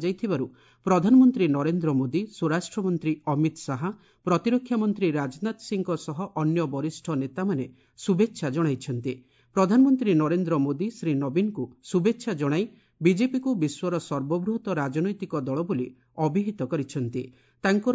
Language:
Odia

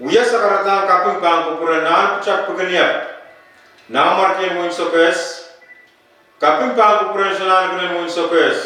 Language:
Pohnpeian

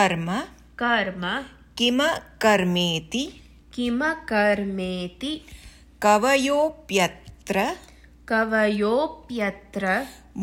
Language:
Sanskrit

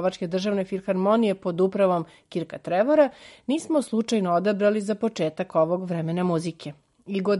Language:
Serbian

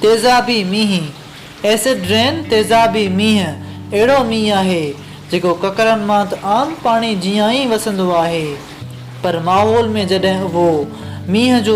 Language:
Sindhi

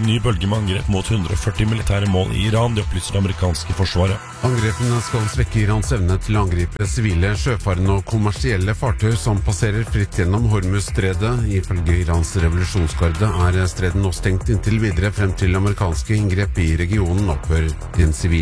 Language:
Norwegian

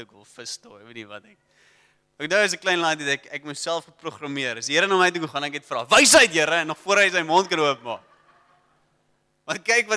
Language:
Afrikaans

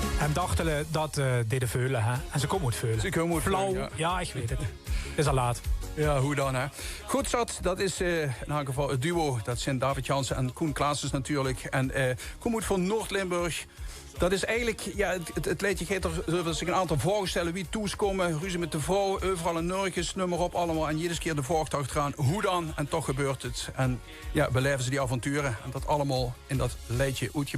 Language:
Limburgish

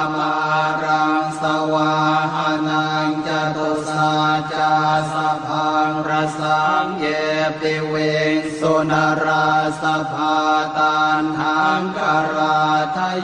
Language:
Pali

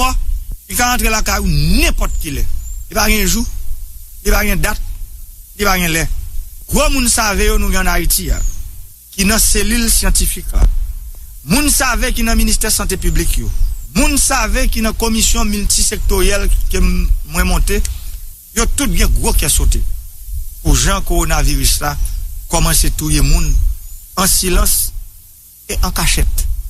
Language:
Haitian Creole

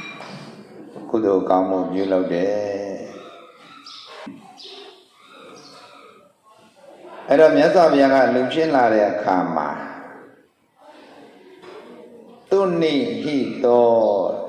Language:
Burmese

